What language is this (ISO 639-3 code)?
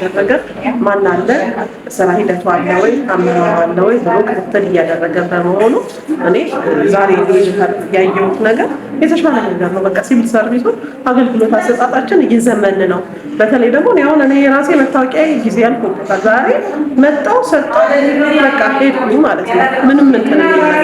amh